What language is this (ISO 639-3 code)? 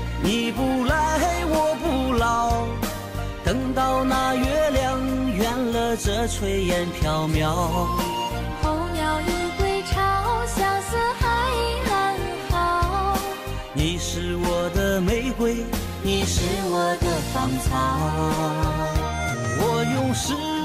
zho